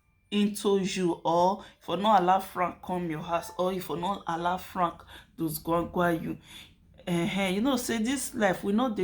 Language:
Nigerian Pidgin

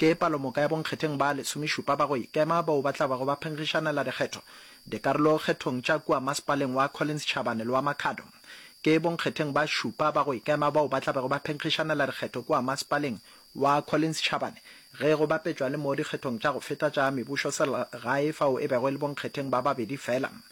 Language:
Northern Sotho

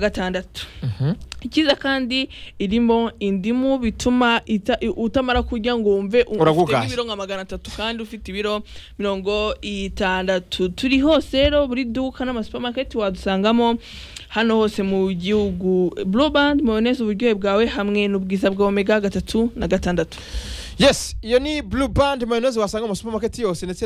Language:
Kinyarwanda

